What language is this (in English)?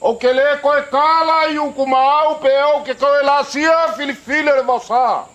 Samoan